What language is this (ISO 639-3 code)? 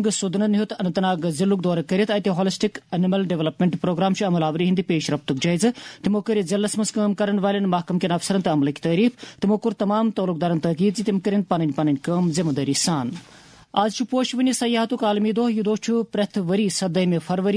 kas